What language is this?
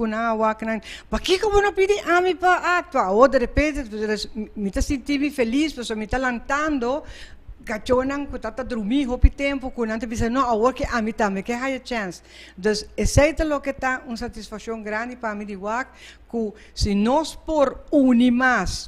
Papiamento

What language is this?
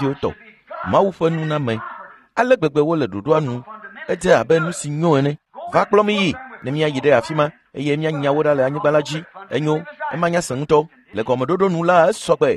Ewe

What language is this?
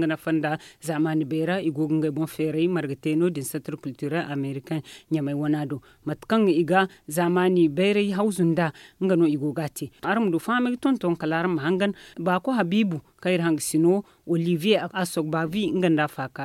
Zarma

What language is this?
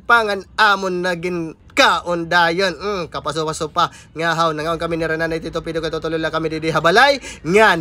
Waray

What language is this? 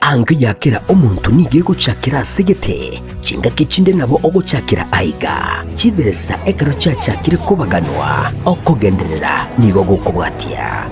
Gusii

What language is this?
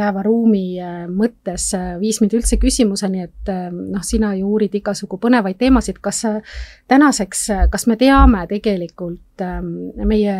Estonian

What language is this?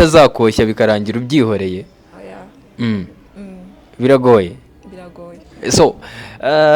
Kinyarwanda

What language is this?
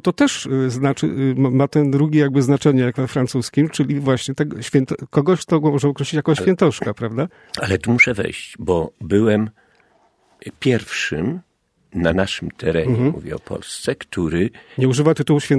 Polish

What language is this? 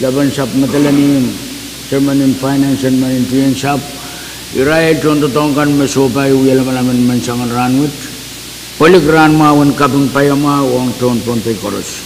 Pohnpeian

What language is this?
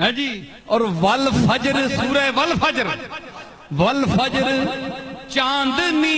Saraiki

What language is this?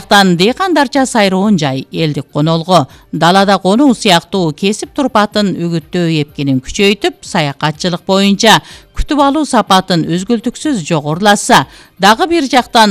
Kyrgyz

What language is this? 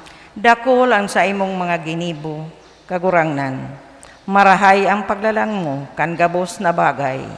Bikol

